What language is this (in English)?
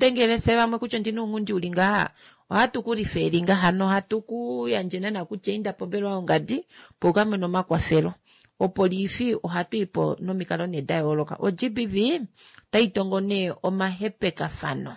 Kuanyama